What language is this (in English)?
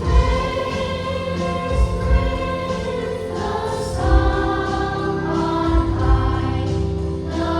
Central Mnong